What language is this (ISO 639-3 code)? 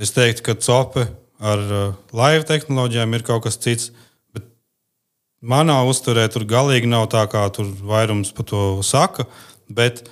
lav